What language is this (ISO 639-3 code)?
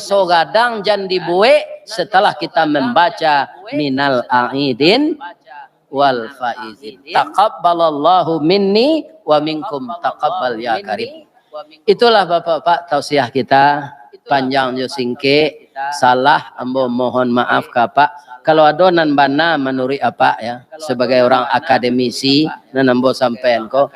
min